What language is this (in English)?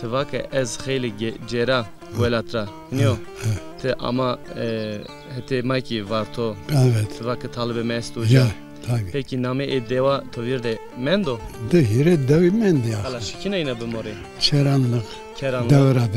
Zaza